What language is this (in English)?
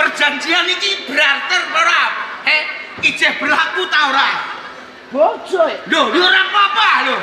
Javanese